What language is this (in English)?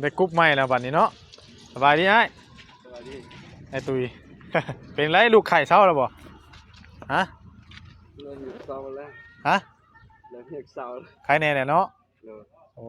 Northeastern Thai